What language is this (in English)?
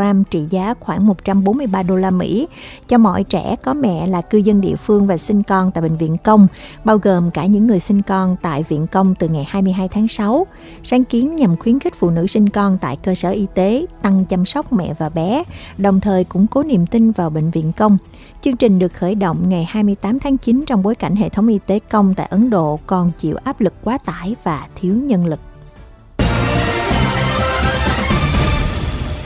Vietnamese